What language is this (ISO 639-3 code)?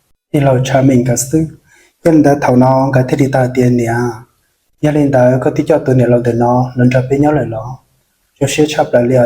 hmn